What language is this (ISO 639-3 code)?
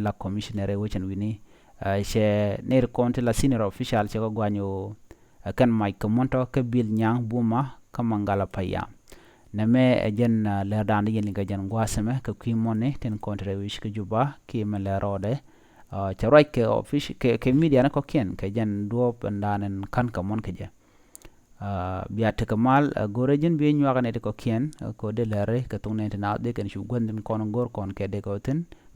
nus